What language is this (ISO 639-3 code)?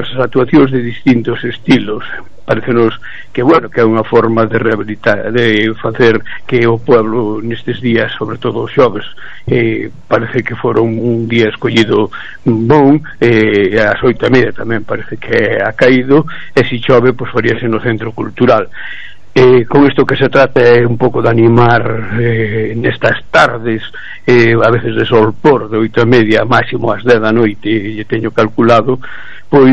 glg